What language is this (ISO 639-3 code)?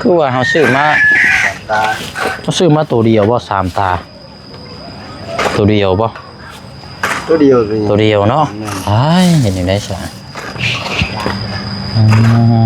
lao